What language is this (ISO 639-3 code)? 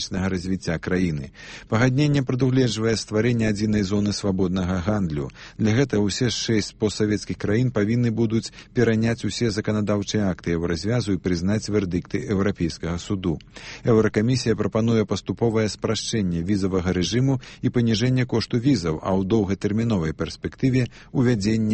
bel